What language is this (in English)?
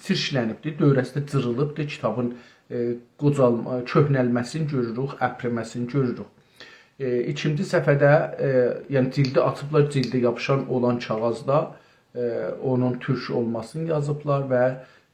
South Azerbaijani